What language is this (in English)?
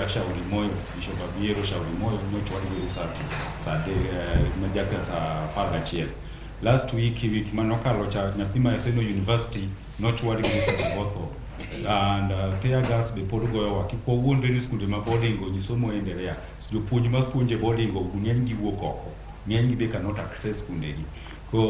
Luo (Kenya and Tanzania)